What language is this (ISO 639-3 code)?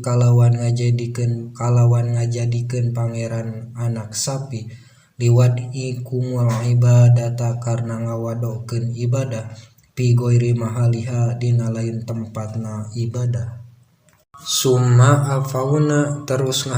sun